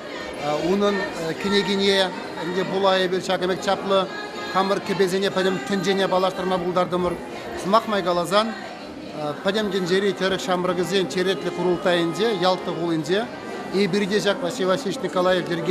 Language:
Chuvash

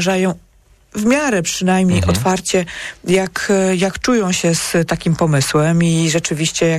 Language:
Polish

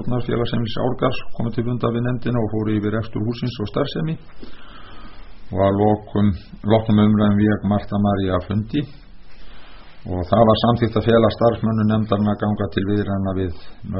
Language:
Icelandic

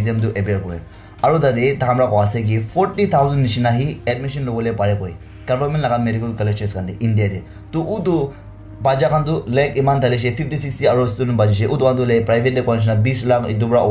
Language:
Naga Pidgin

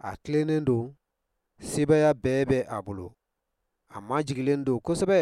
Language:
Bambara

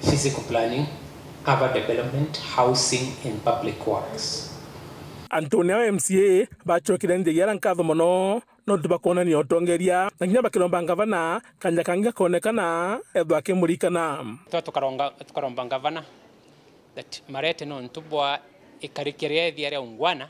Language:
Meru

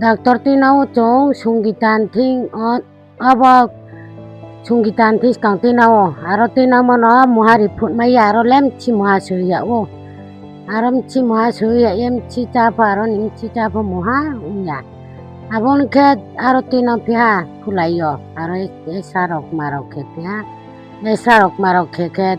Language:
Riang (India)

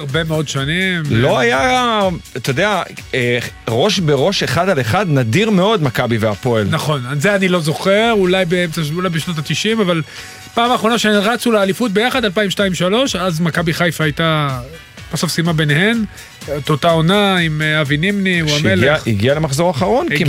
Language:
Hebrew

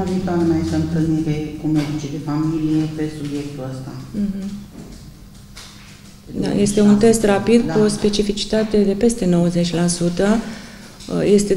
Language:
Romanian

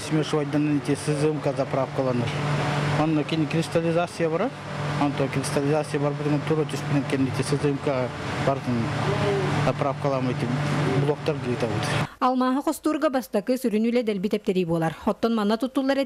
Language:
Yakut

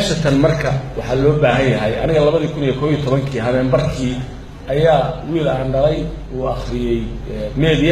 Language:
Somali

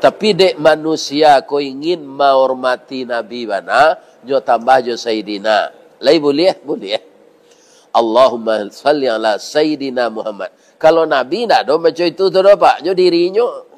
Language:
Minangkabau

